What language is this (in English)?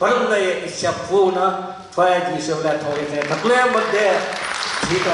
Newari